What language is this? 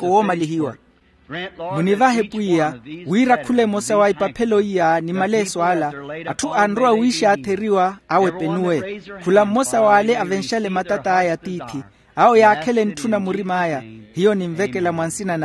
Makhuwa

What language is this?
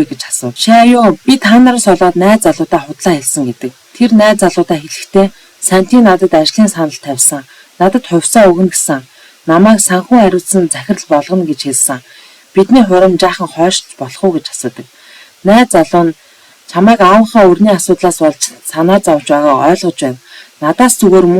Mongolian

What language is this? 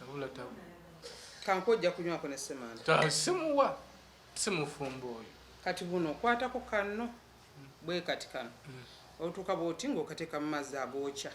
Ganda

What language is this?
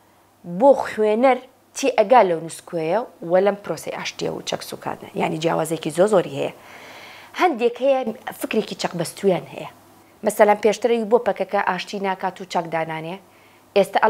Central Kurdish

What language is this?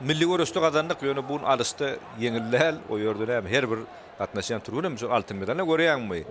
Turkmen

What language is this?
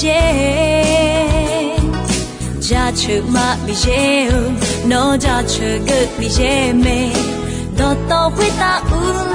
Akha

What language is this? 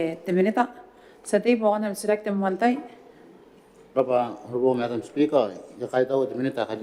Gilbertese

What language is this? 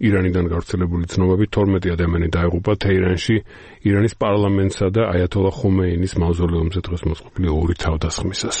Georgian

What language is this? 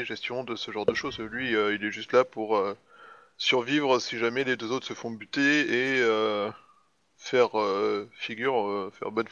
French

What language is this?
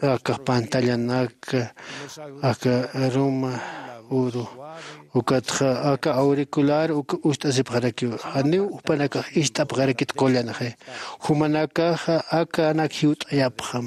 Aymara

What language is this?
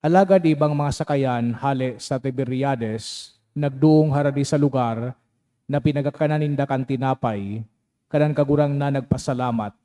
Bikol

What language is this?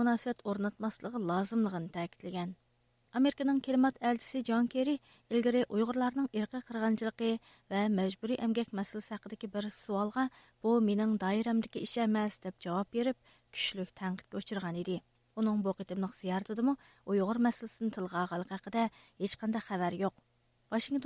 Uyghur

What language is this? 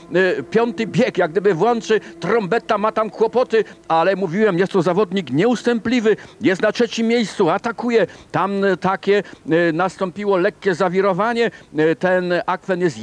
Polish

